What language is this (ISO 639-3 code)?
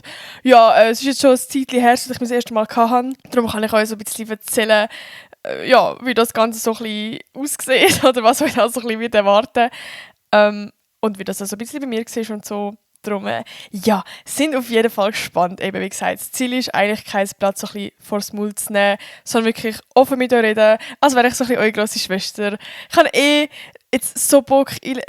gsw